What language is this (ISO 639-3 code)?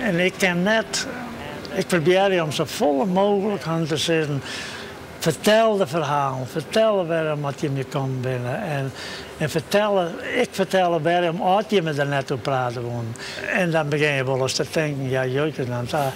fry